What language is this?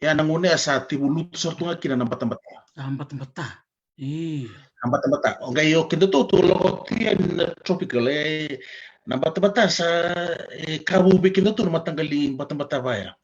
Fijian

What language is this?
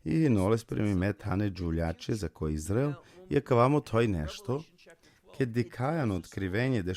Balkan Romani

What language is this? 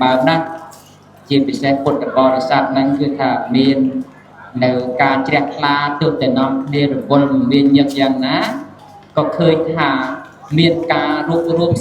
Khmer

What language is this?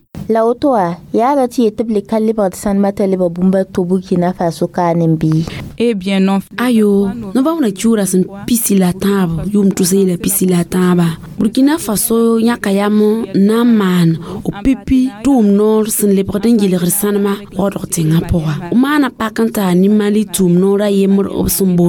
Mossi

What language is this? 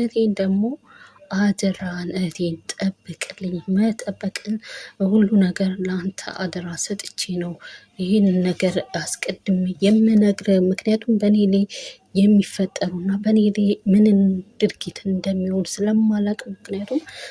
Amharic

